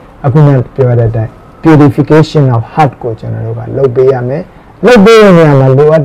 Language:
Burmese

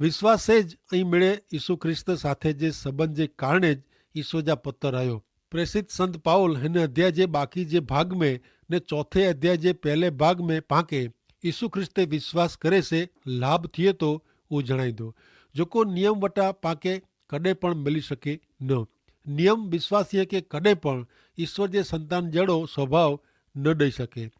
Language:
Kachhi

